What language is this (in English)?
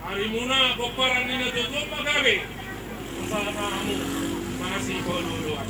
Batak Toba